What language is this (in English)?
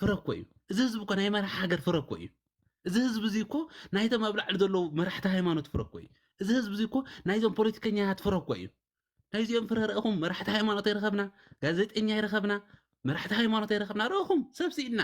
Tigrinya